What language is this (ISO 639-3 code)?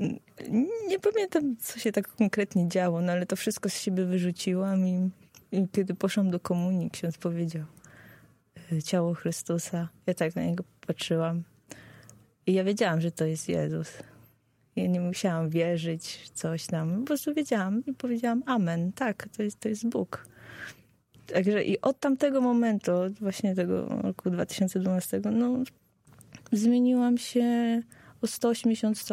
pol